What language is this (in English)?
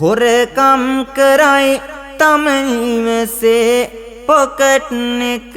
Sinhala